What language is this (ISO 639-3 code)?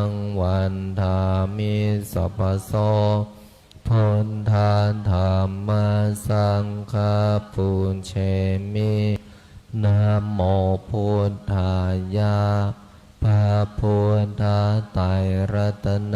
pli